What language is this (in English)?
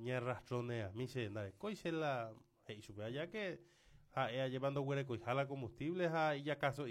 Guarani